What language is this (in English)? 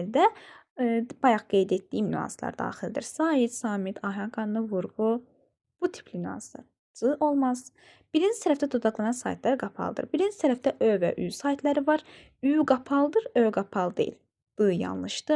Azerbaijani